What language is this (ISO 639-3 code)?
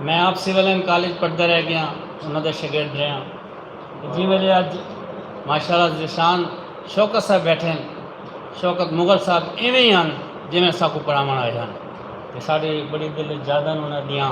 skr